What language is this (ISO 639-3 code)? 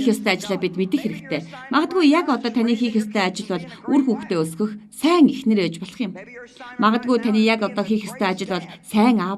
mon